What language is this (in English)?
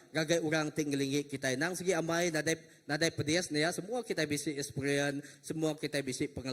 Iban